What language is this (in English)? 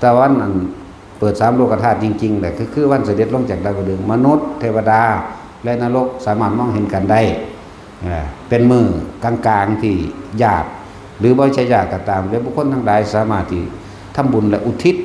Northeastern Thai